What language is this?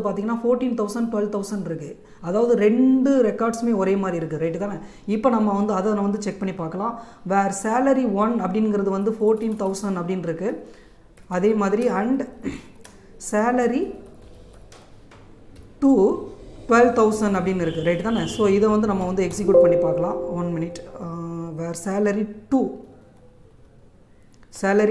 Tamil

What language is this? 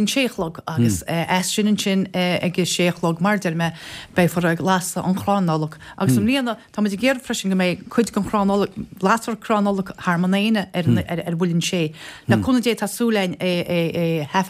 Irish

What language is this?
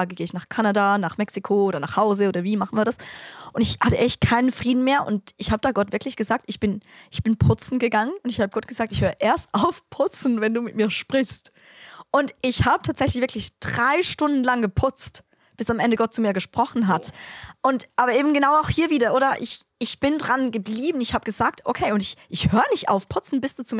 Swiss German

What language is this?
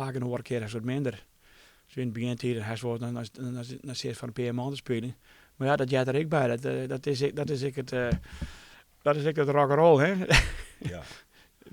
Western Frisian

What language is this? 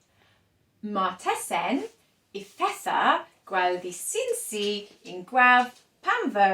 Cornish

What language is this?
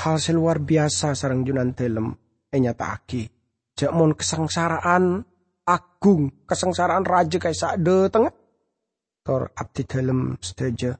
Madurese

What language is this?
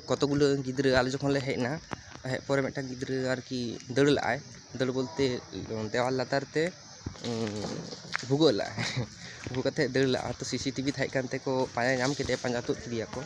Santali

